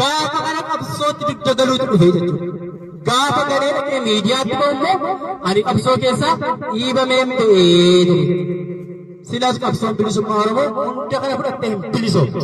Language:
Oromo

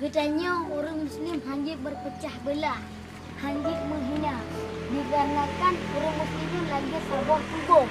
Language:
Achinese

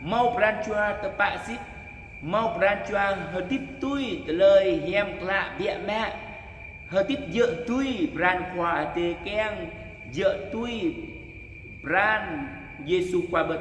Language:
Jarai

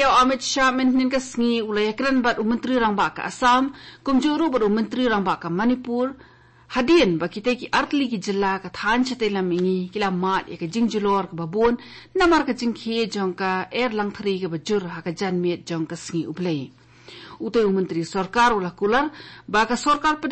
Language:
Khasi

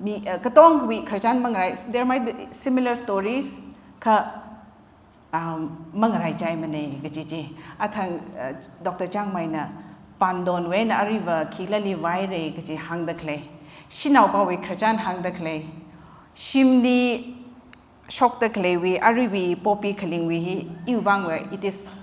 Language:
Tangkhul Naga (India)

